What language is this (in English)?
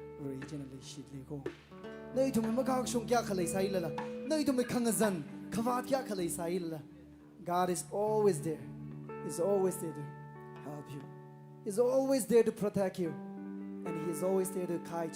Tangkhul Naga (India)